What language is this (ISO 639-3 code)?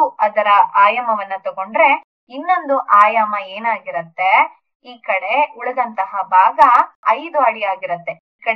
kan